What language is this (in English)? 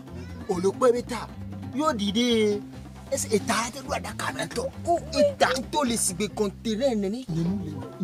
Ewe